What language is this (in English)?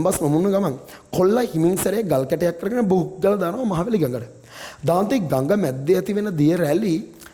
Sinhala